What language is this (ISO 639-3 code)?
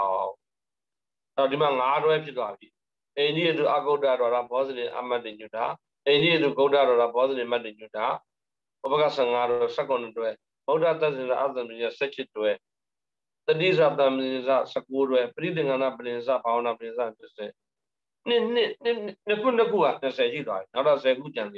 mya